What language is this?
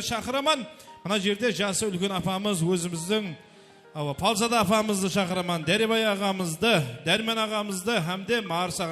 Kara-Kalpak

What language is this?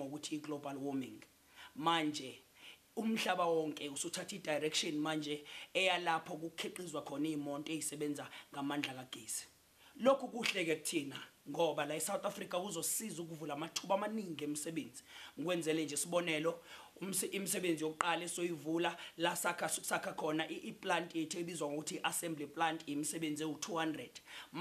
Zulu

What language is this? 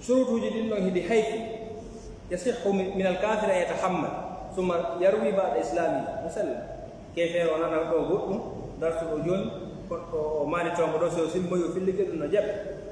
Fula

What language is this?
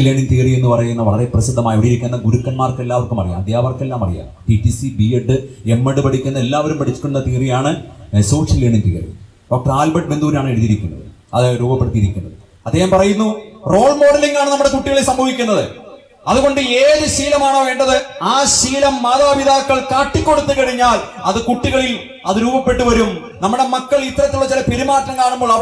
Malayalam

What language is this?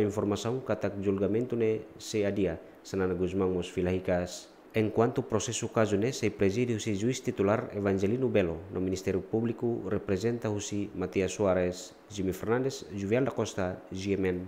Tetum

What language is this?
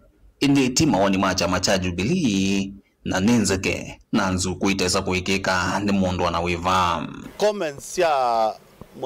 Kamba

